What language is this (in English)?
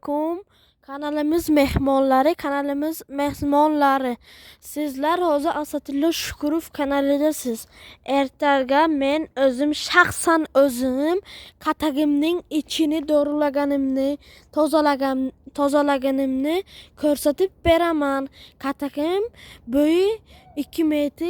Uzbek